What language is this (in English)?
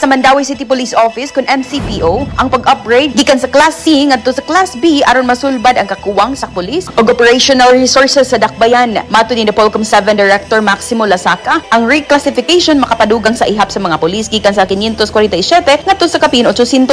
Cebuano